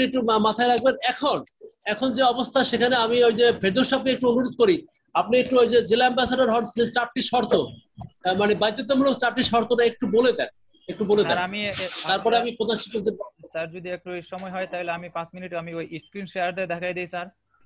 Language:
Bangla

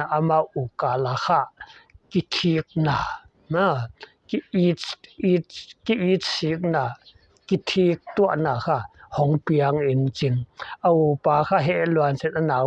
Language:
Paite Chin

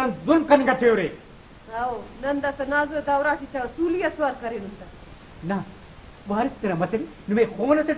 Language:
Brahui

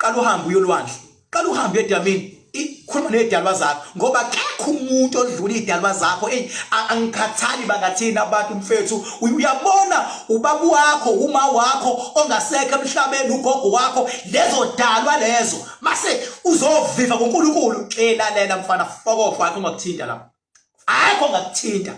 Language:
Zulu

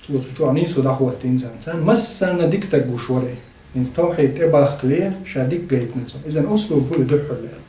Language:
Chechen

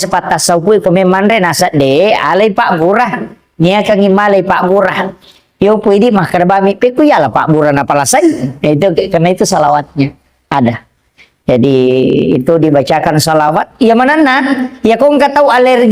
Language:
Buginese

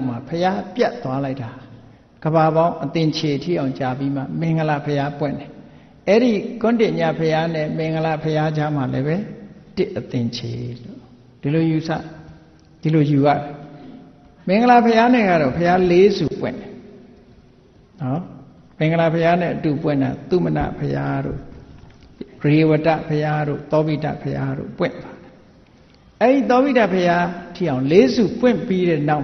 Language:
Burmese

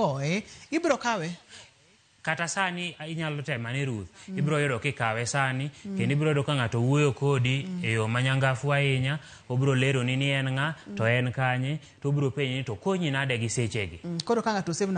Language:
Luo (Kenya and Tanzania)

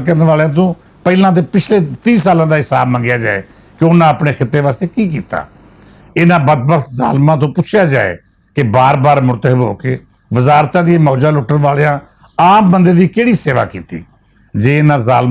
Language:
Western Panjabi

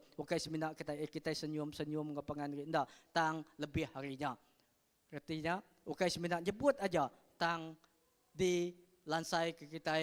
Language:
Iban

